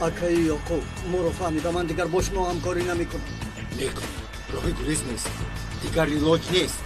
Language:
Tajik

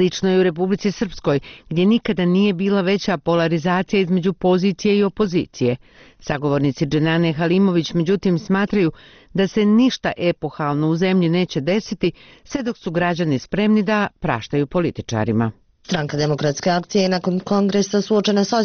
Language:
Bosnian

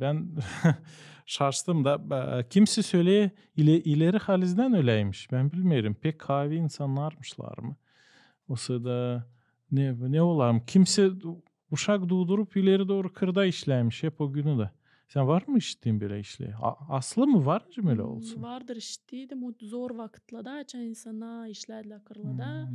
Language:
Gagauz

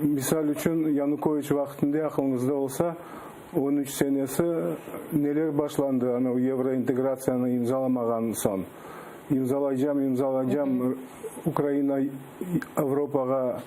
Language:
Crimean Tatar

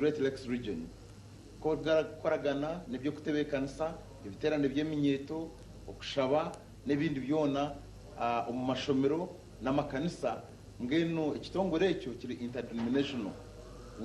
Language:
Nyankole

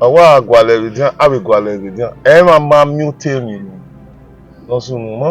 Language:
Bini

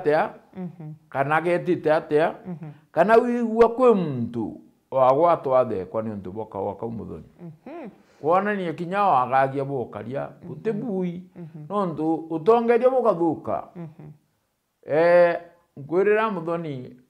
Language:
Meru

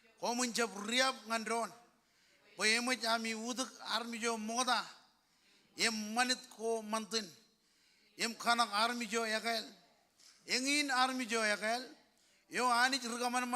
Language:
Marshallese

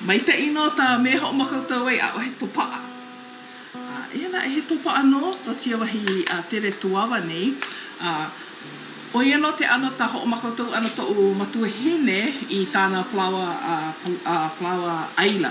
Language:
Hawaiian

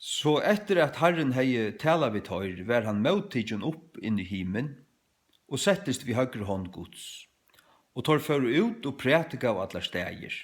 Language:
Faroese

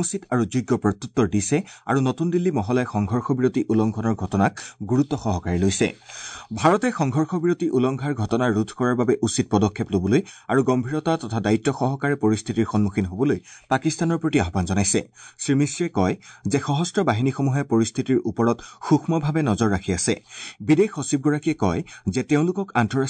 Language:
Assamese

